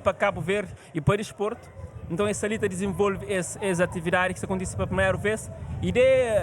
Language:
Kabuverdianu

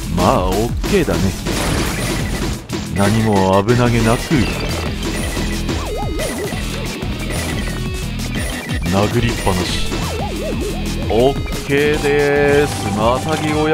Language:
Japanese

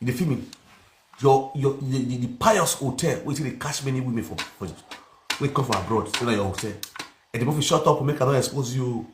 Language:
Nigerian Pidgin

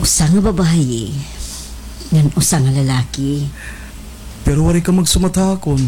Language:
Waray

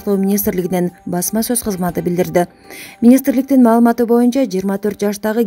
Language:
Kyrgyz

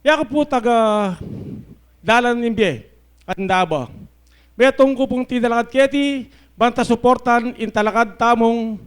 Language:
Pampanga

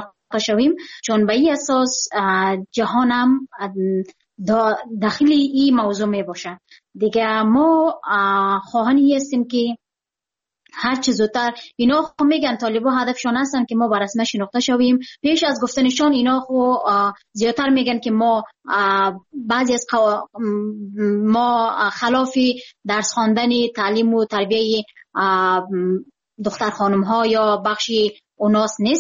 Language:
Persian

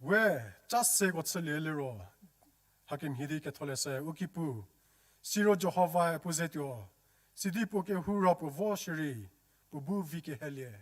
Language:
Angami Naga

